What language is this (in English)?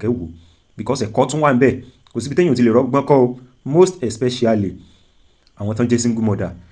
Yoruba